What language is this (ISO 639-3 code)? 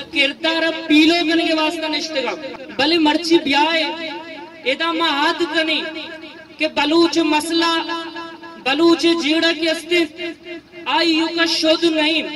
bgp